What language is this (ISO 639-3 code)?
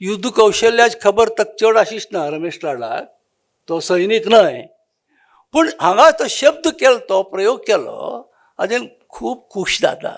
kok